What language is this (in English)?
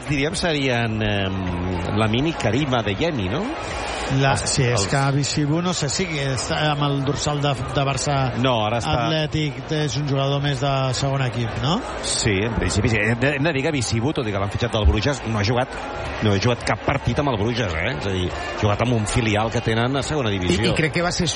Catalan